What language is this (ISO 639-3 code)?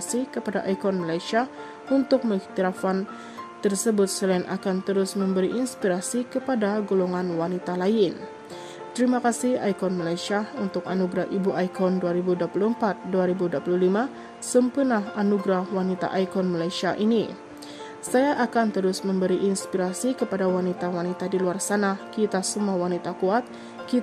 msa